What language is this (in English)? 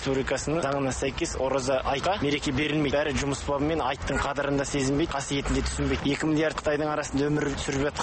Kazakh